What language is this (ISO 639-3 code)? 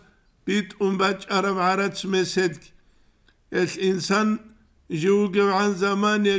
ava